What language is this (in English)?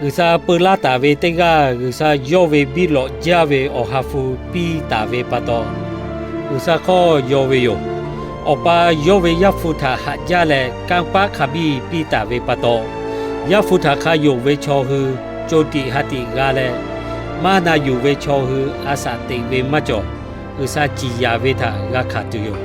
Lahu